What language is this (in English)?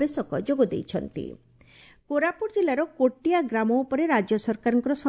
Odia